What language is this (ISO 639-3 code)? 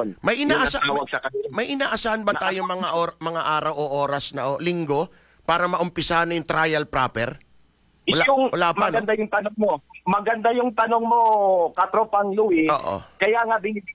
fil